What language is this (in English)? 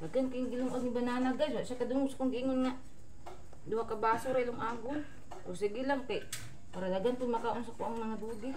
Cebuano